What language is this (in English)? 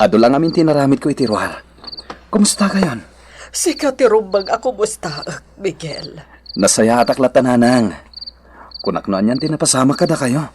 Iloko